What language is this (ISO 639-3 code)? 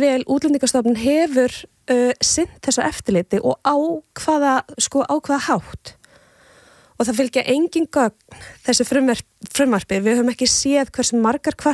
isl